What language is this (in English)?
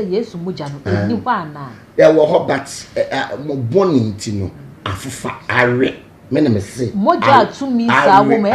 Akan